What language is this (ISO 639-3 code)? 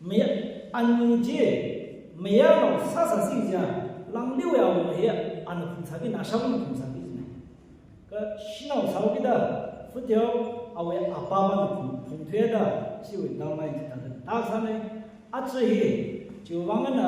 nmf